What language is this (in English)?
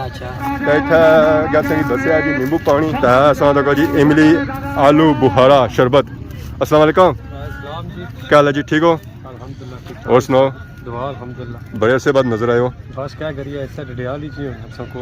Pahari-Potwari